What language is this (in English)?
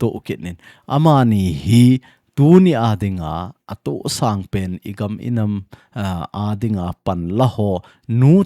Thado Chin